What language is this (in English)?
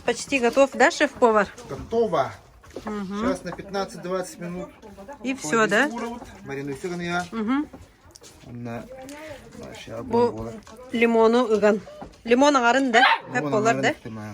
Yakut